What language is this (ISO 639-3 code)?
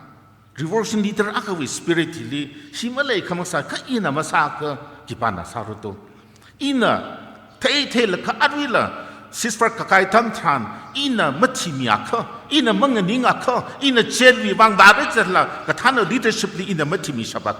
nmf